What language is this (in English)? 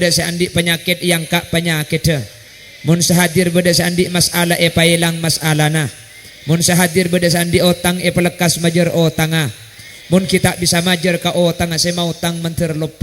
Madurese